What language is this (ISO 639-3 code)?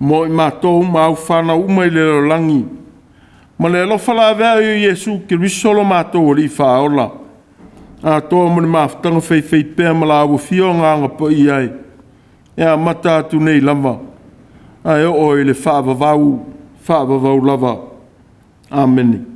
smo